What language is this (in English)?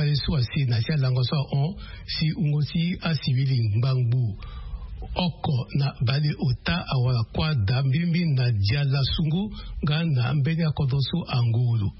Sango